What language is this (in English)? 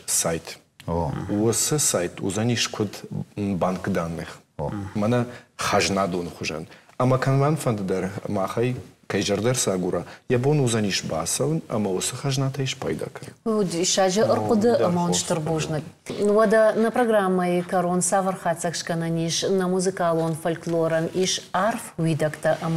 Ossetic